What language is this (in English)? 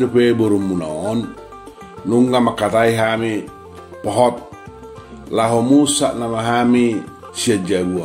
Batak Toba